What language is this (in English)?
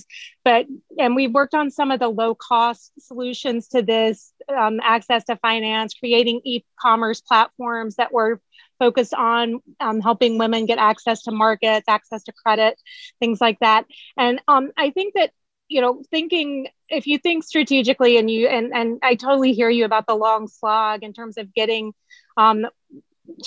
English